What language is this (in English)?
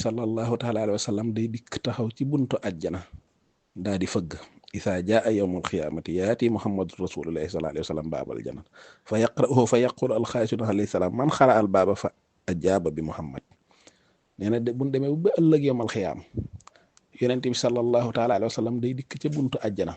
Wolof